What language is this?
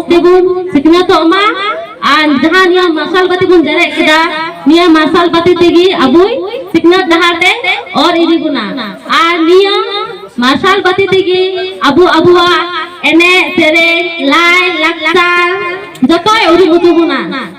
Santali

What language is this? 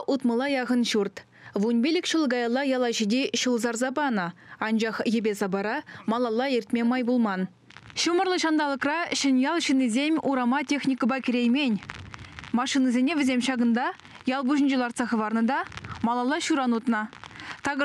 Chuvash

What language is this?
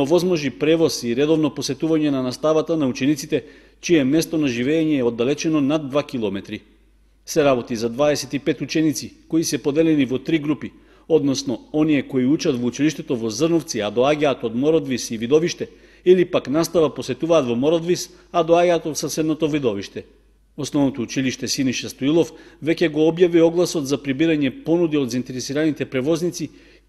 Macedonian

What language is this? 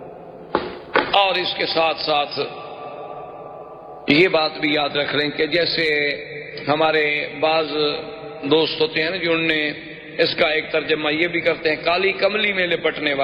Urdu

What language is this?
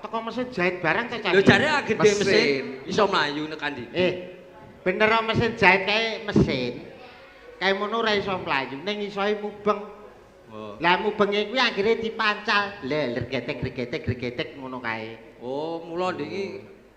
Javanese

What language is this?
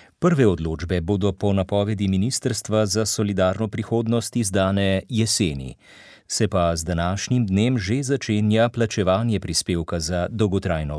Slovenian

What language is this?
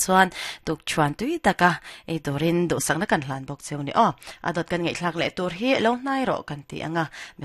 Mizo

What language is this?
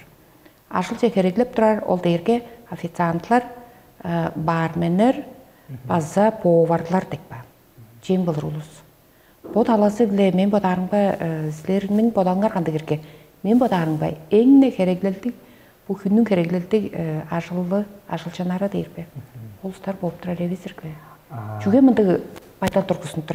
Tuvinian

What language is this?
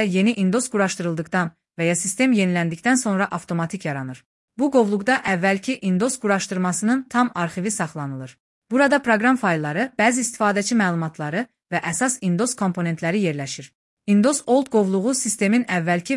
Azerbaijani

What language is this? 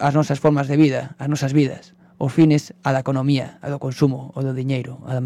Galician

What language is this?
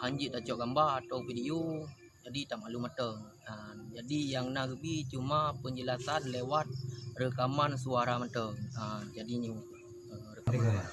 Achinese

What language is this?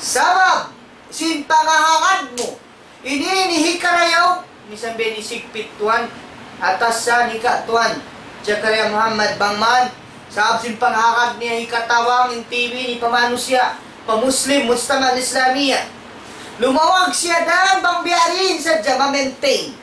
Tausug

